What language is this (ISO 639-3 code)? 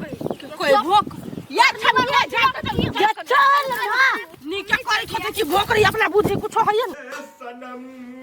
mai